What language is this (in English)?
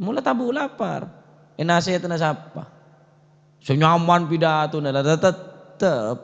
Madurese